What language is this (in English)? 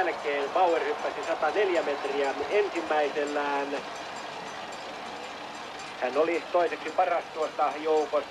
Finnish